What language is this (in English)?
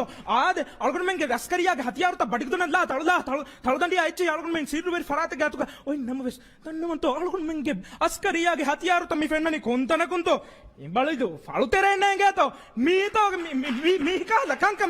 Divehi